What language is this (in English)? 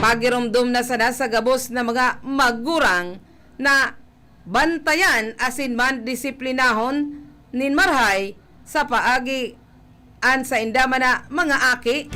Bikol